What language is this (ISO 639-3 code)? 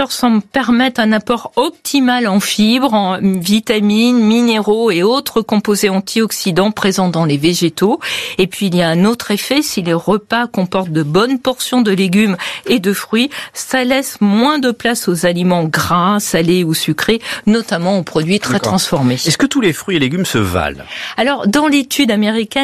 fra